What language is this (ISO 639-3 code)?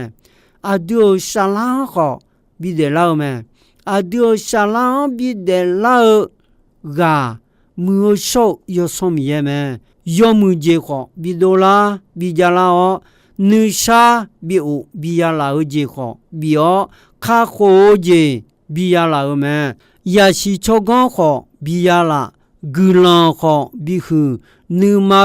ahk